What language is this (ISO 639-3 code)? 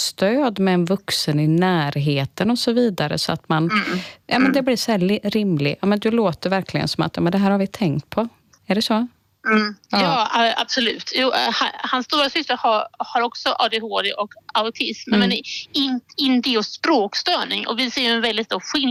swe